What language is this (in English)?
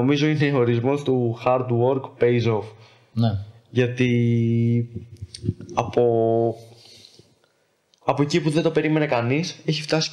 Greek